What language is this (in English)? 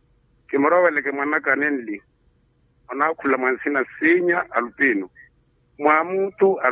Makhuwa